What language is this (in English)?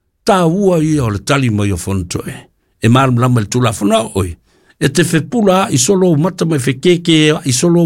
Samoan